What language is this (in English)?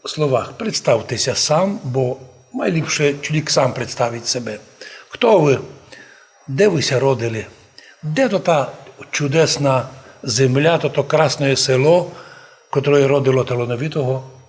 Rusyn